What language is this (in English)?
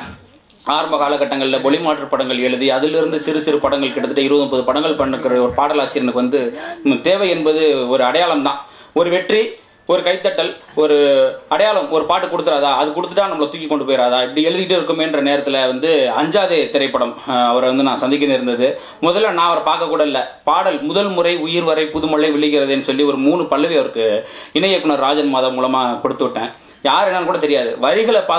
Tamil